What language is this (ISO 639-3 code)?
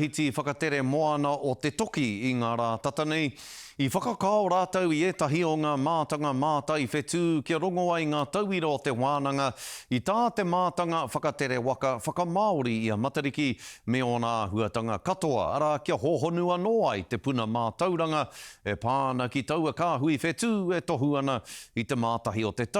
mri